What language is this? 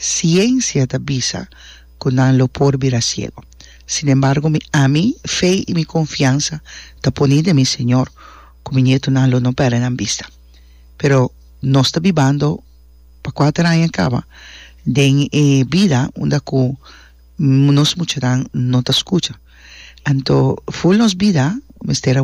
Papiamento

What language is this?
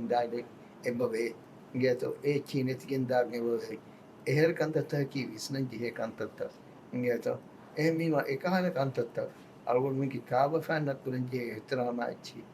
Divehi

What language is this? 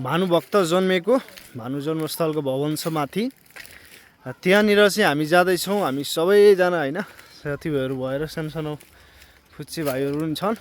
Nepali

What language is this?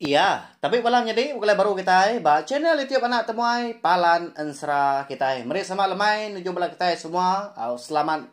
Iban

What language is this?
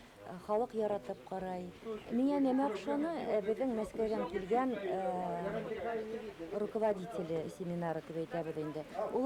Bashkir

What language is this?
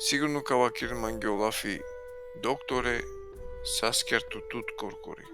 Balkan Romani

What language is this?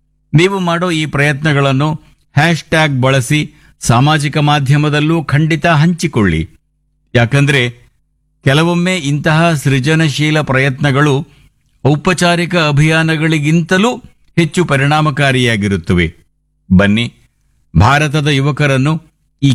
Kannada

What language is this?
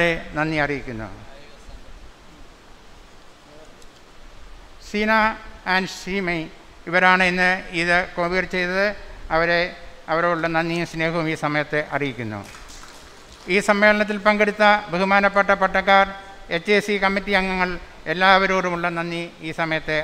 Malayalam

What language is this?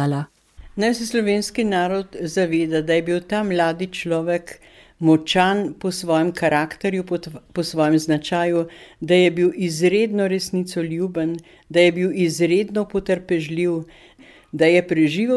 Slovenian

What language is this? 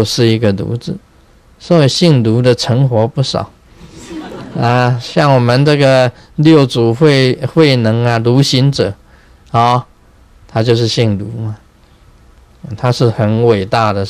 Chinese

